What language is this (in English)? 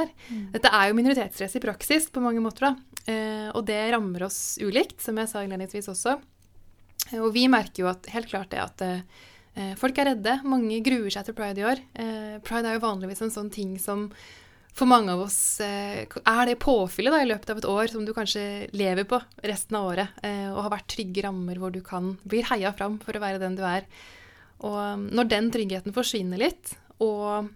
Norwegian